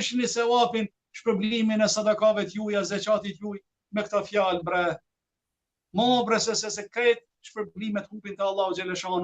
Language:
Albanian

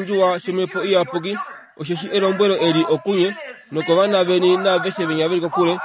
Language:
Kuanyama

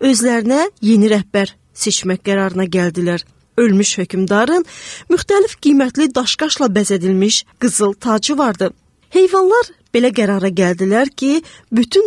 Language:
Azerbaijani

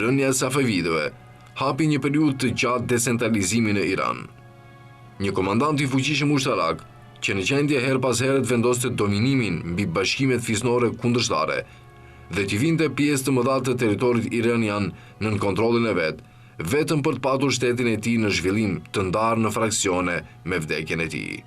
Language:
Albanian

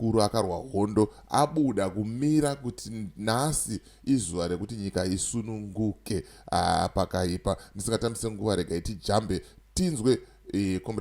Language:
Shona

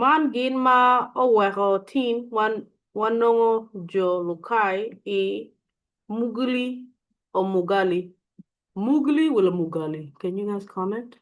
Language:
Acoli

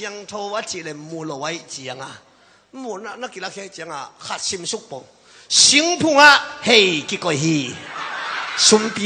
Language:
Tedim Chin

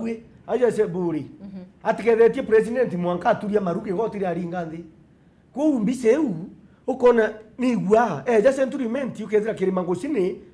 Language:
Meru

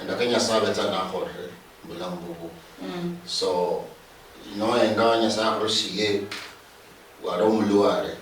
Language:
Luyia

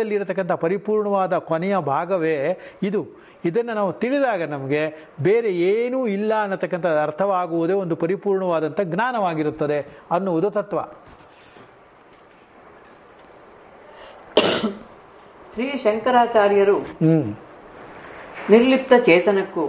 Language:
Kannada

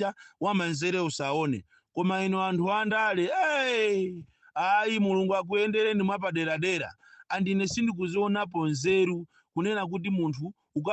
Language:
Nyanja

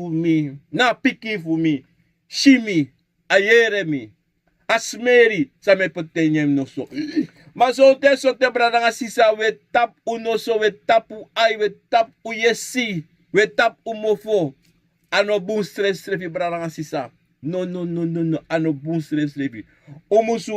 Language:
Sranan Tongo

